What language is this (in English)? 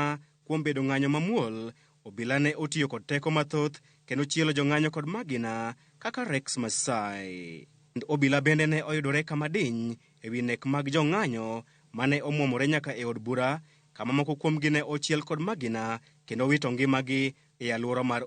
Luo (Kenya and Tanzania)